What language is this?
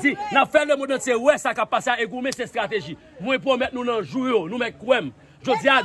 Haitian Creole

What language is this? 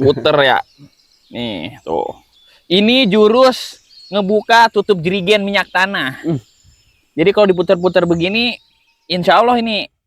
Betawi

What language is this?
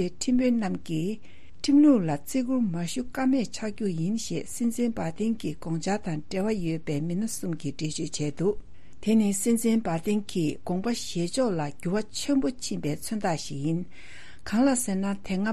Tibetan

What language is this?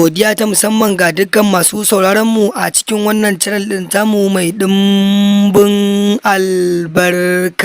Hausa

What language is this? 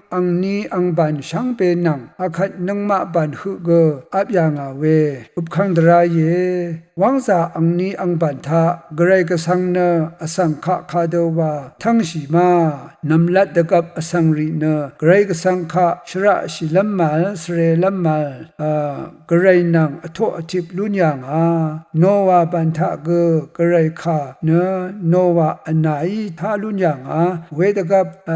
Rawang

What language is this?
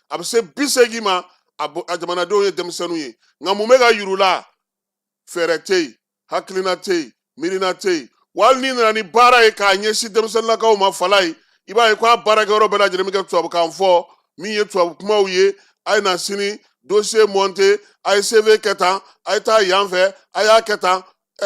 Bambara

